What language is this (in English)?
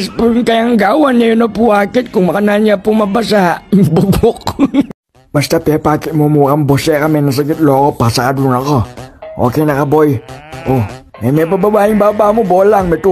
Pampanga